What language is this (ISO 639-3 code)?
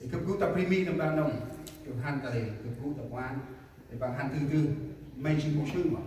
cmo